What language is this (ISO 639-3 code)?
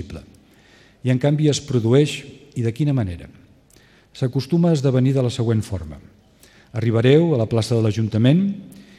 cat